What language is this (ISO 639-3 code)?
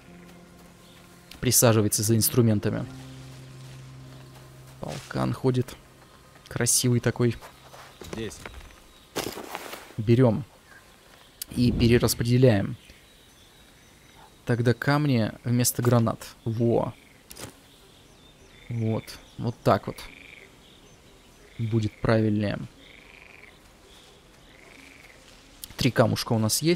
rus